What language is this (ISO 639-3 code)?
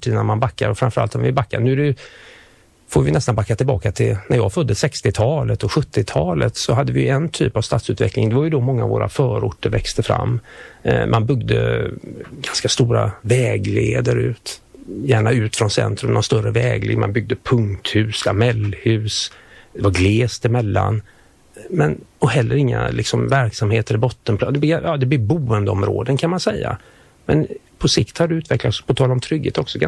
swe